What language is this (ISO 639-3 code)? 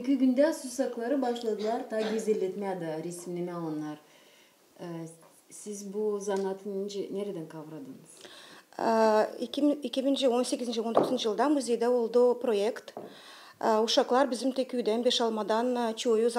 gag